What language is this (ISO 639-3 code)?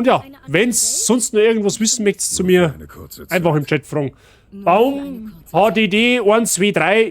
bar